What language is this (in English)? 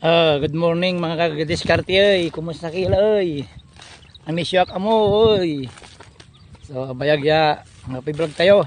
Pangasinan